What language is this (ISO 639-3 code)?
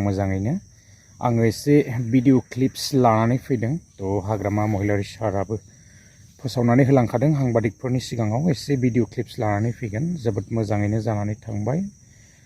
brx